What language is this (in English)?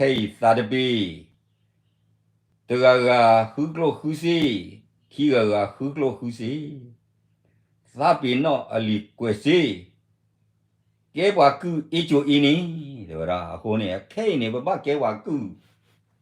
S'gaw Karen